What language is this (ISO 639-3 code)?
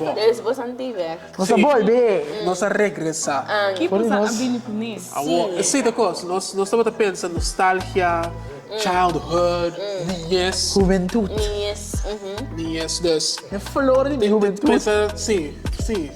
pap